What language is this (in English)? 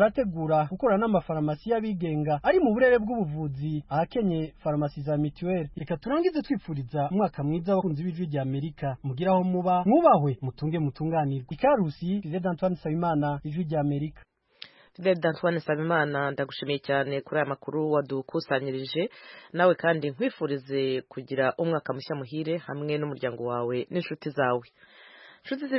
Kinyarwanda